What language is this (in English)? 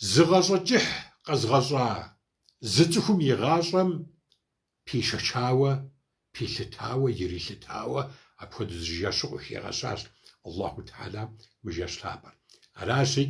Kabardian